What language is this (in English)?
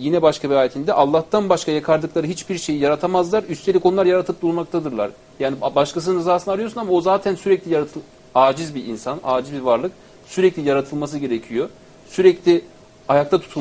Turkish